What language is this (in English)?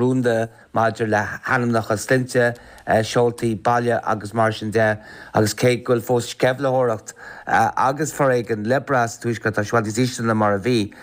Irish